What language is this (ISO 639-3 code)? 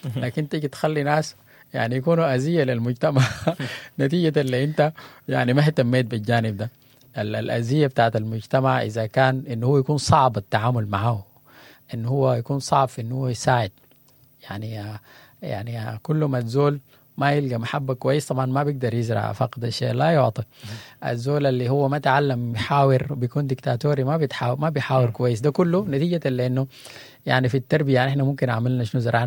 apd